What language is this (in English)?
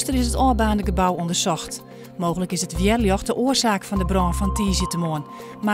Western Frisian